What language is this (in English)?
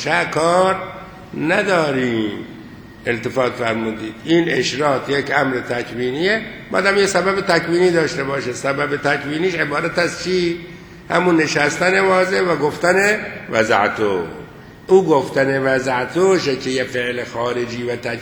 Persian